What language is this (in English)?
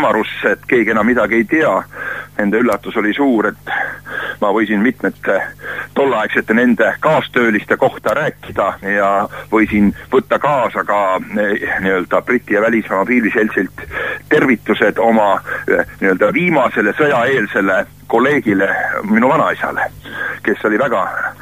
Estonian